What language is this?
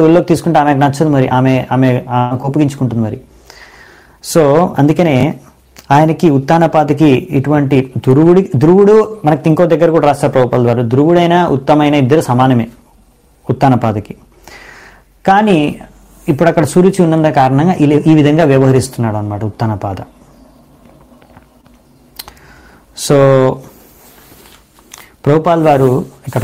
Telugu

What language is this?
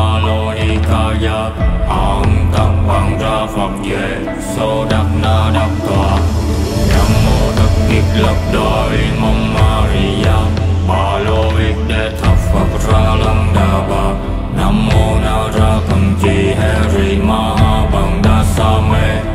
Vietnamese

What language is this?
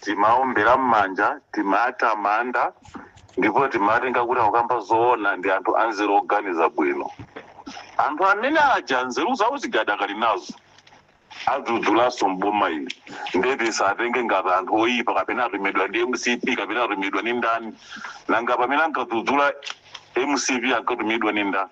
Nyanja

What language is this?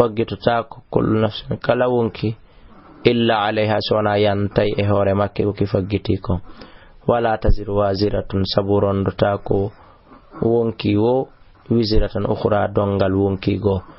Fula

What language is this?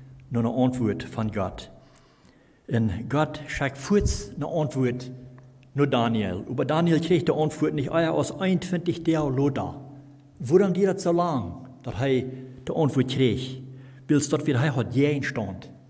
Plautdietsch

